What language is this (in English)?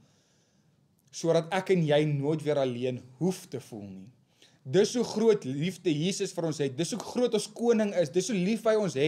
Afrikaans